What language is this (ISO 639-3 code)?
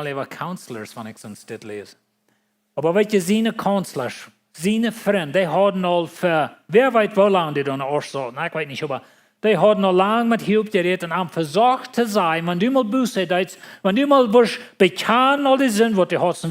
pdt